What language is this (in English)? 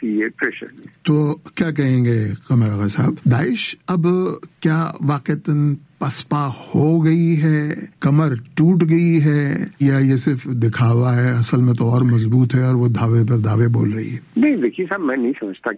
Urdu